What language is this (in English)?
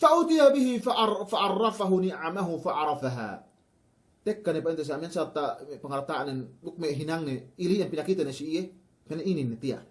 Yakan